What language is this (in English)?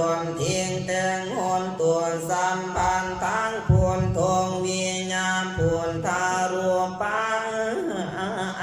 Pali